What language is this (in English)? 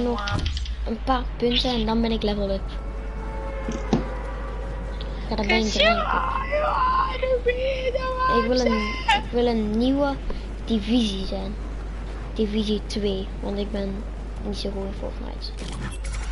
Dutch